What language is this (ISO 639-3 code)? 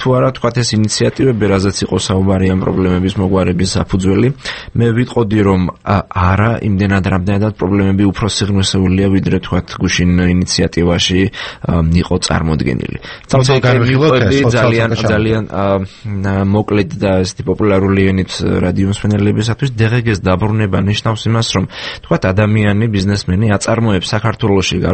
kat